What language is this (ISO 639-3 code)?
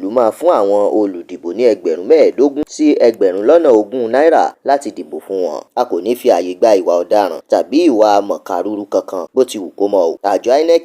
yor